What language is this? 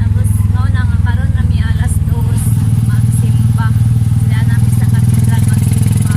Cebuano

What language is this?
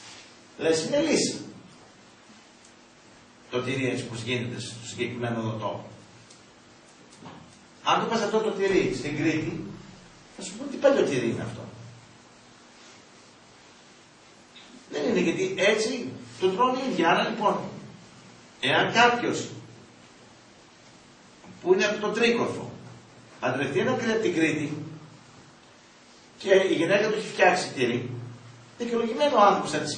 Greek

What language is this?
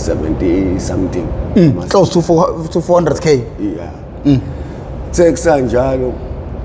Zulu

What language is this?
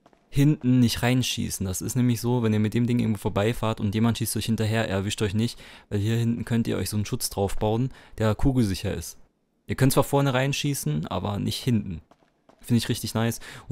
German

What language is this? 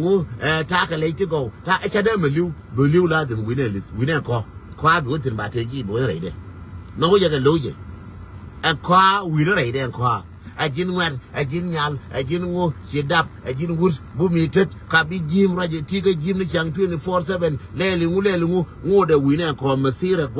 Nuer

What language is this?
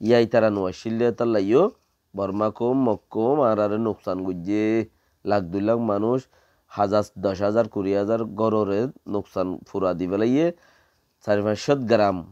Rohingya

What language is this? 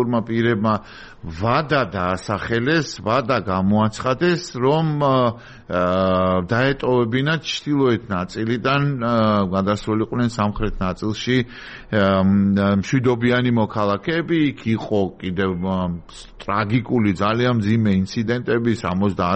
Georgian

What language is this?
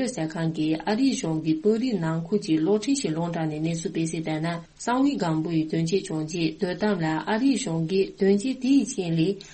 Tibetan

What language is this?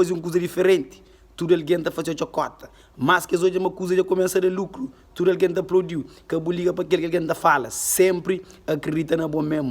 Kabuverdianu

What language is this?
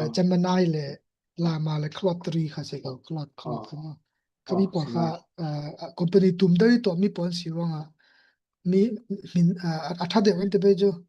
Falam Chin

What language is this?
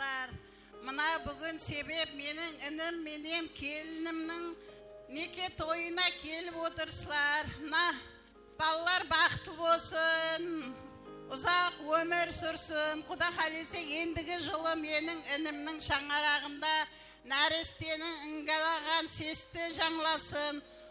Kara-Kalpak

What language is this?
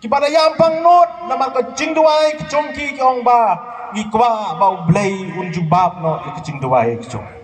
Khasi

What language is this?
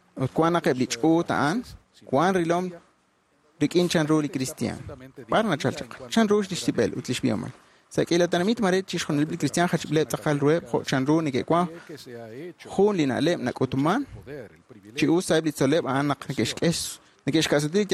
Kekchí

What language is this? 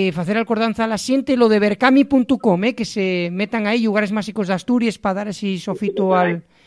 Asturian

